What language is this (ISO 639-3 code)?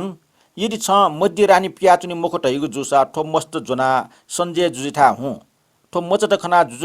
new